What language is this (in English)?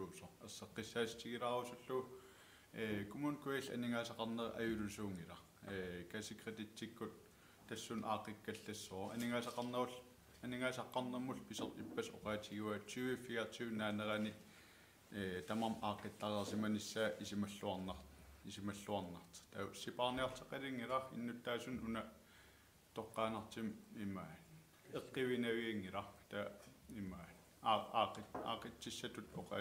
Kalaallisut